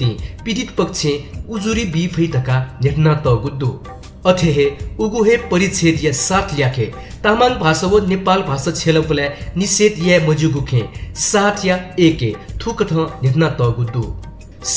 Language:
Newari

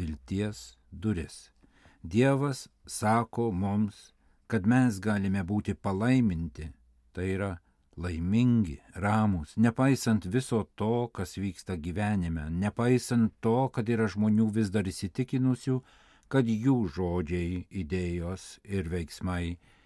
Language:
Lithuanian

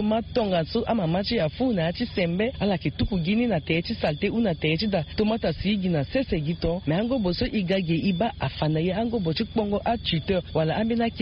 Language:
Sango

